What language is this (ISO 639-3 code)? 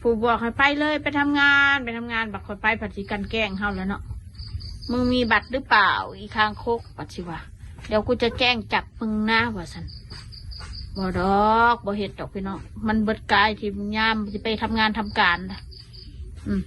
lao